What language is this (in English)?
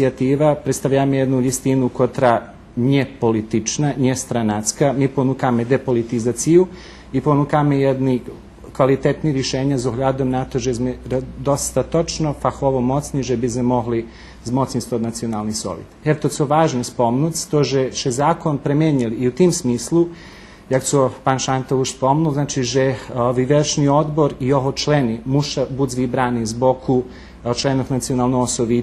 Rusyn